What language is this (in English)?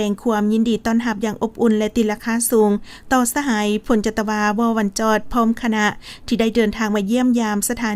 Lao